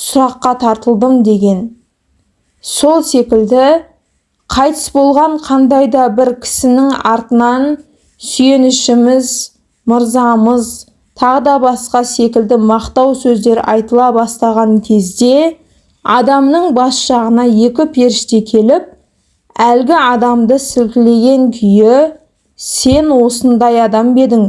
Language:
Kazakh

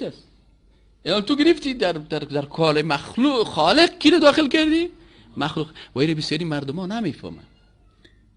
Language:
Persian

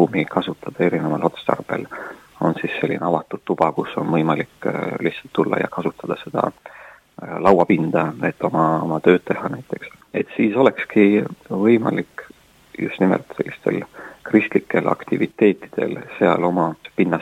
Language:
Estonian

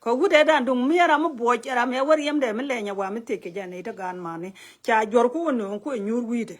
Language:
Nuer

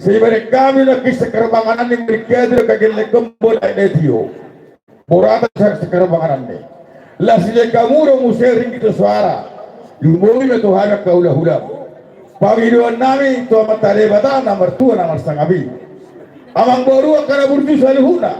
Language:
Batak Toba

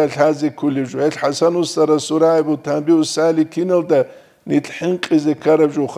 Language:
Avaric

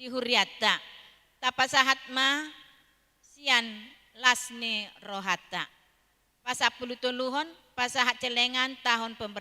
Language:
Batak Toba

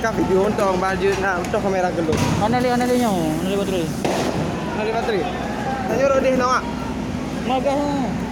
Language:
Achinese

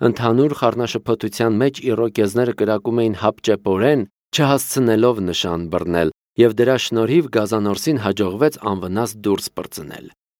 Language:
Armenian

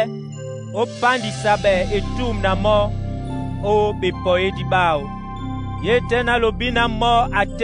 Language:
Duala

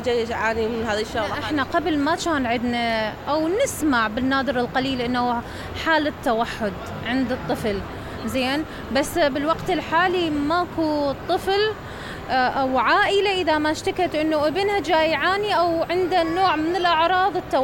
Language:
Mesopotamian Arabic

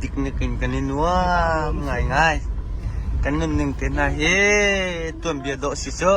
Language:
Hakha Chin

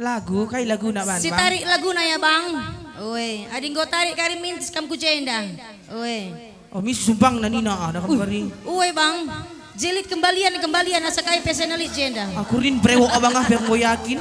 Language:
Batak Karo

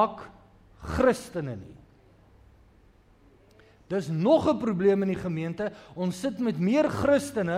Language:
Afrikaans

